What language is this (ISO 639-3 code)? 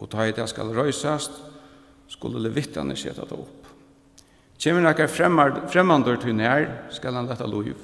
fao